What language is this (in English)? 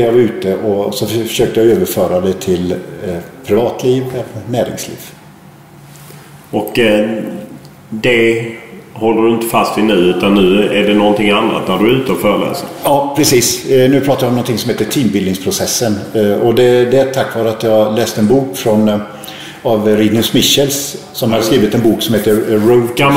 Swedish